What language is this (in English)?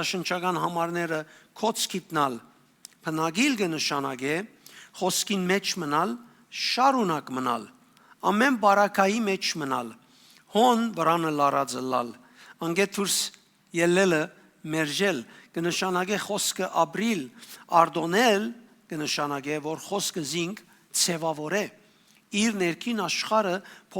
Western Armenian